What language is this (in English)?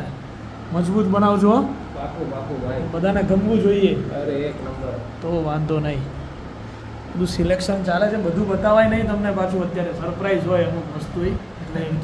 Gujarati